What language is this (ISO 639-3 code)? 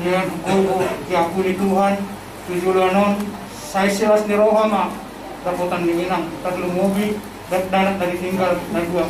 bbc